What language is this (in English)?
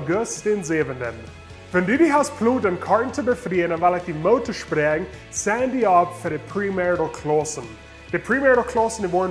Plautdietsch